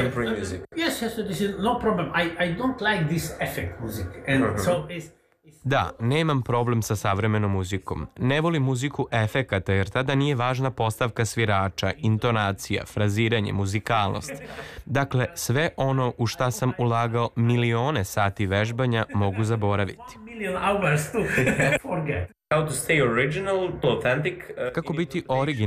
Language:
Serbian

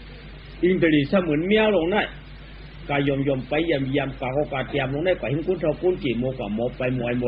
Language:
Shan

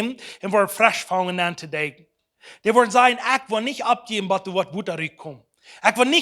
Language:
Plautdietsch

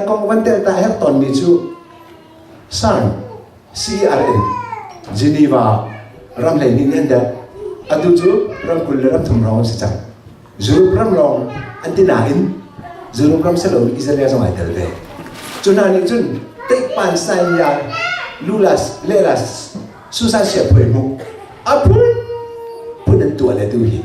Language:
Hakha Chin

